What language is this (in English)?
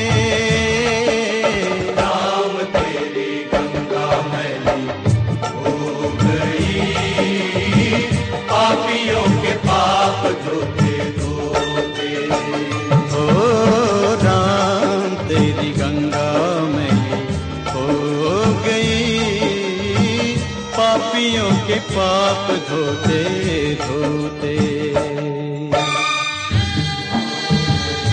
Hindi